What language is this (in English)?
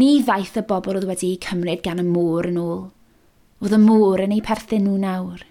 Welsh